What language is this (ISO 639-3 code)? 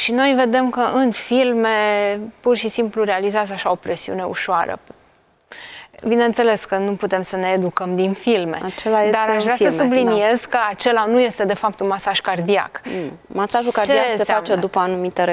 ron